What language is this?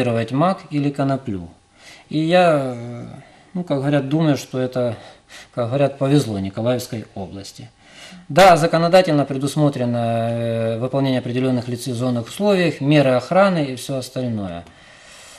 Russian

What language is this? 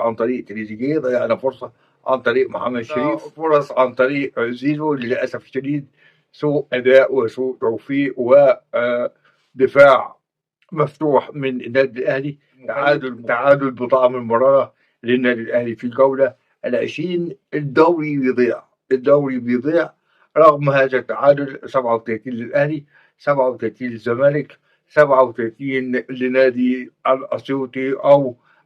Egyptian Arabic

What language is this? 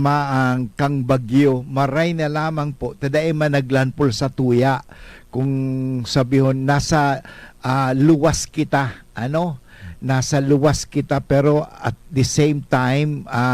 Bikol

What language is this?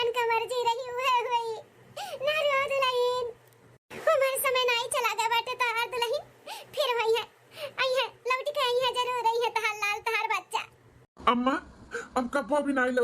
Awadhi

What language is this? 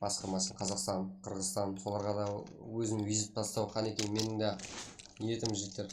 Kara-Kalpak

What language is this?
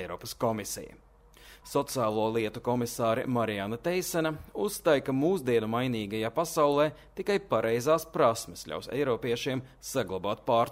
Latvian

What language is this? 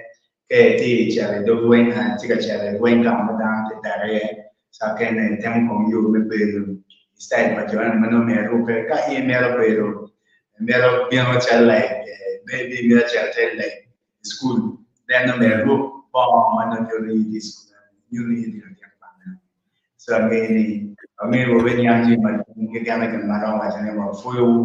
Acoli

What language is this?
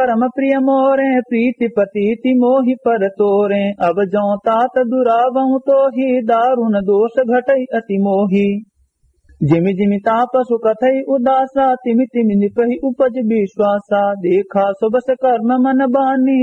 Awadhi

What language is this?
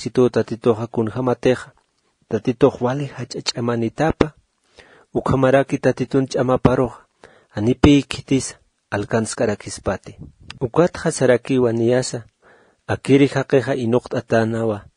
Aymara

